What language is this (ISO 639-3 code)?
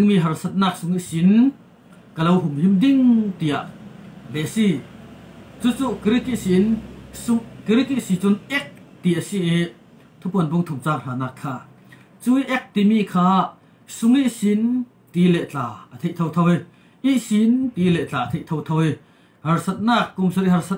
cfm